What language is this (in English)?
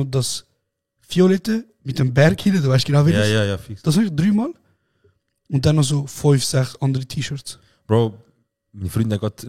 Swiss German